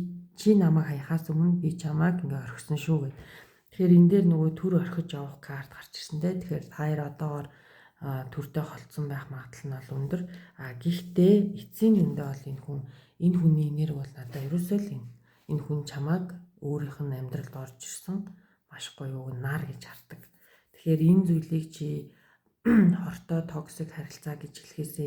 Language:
Mongolian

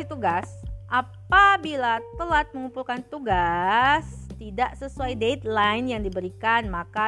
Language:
Indonesian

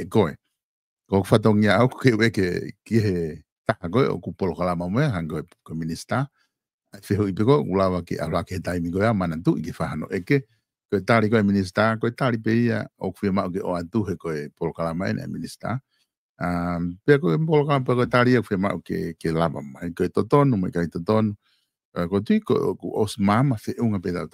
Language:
Tongan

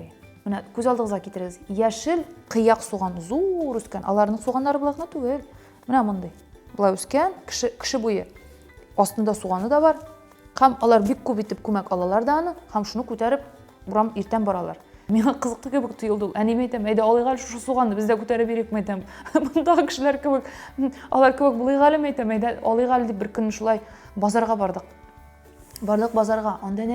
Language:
Tatar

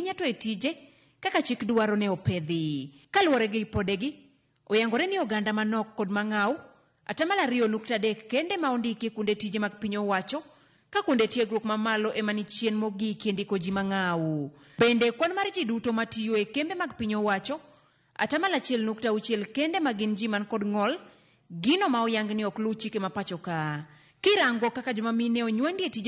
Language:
Luo (Kenya and Tanzania)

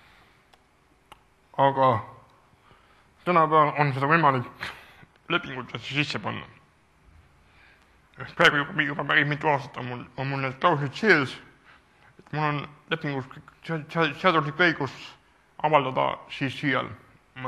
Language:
Estonian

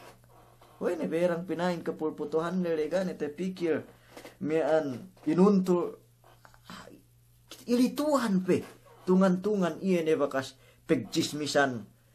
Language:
Yakan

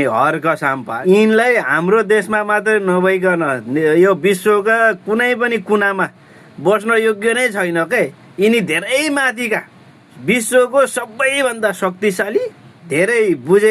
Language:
Nepali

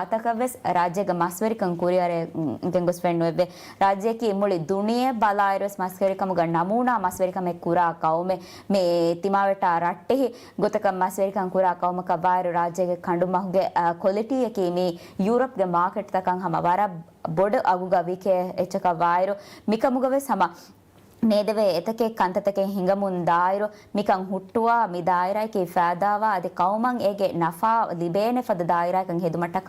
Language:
Divehi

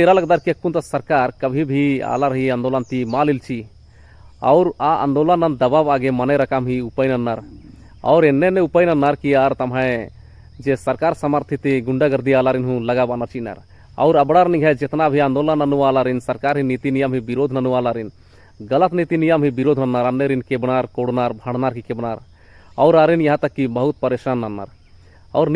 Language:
Kurukh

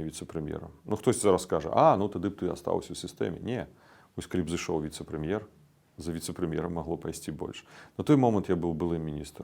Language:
Belarusian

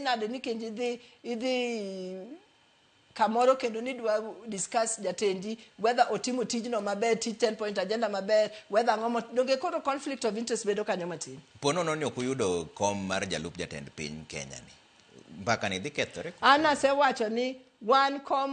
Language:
Luo (Kenya and Tanzania)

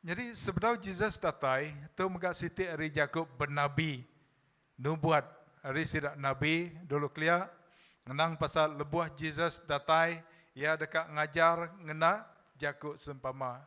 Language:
Iban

